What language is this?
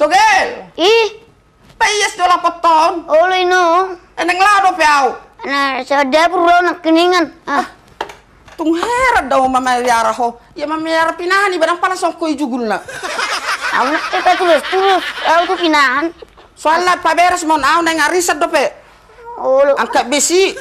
Batak Toba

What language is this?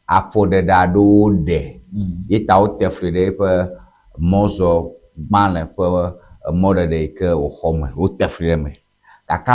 Ewe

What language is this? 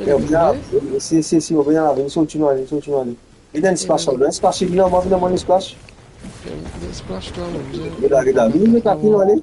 Morisyen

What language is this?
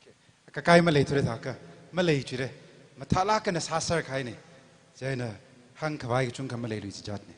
Tangkhul Naga (India)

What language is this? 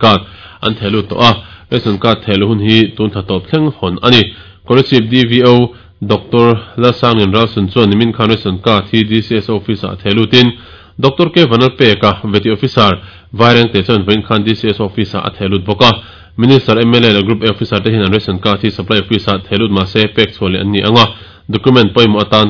Mizo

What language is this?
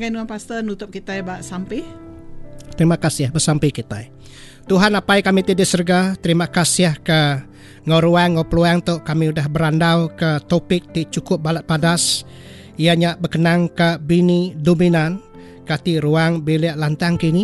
Iban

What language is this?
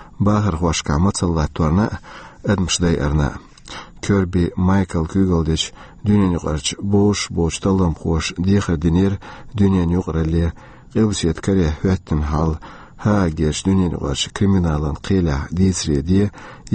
Chechen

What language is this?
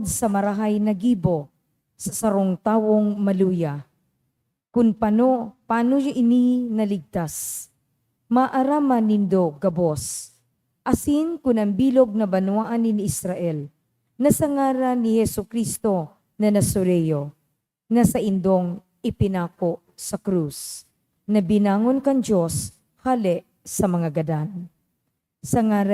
Bikol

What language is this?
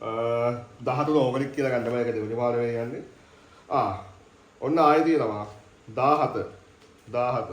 Sinhala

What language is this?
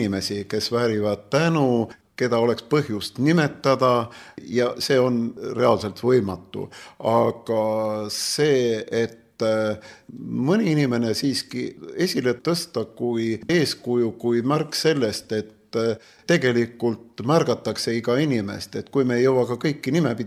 Estonian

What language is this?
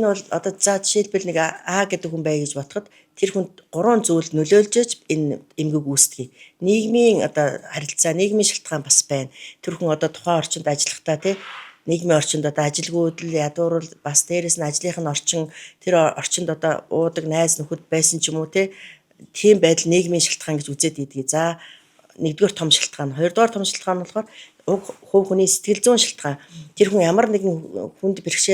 Mongolian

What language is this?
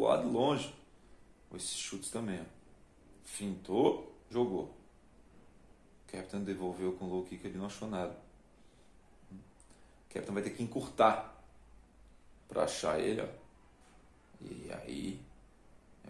Portuguese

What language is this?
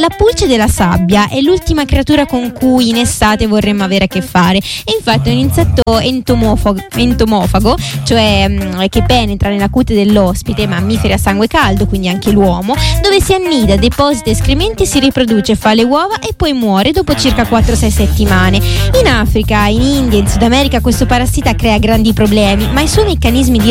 Italian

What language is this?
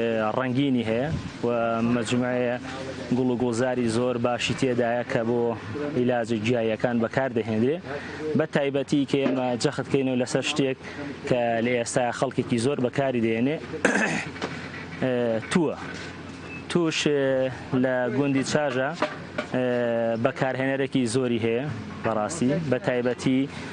Central Kurdish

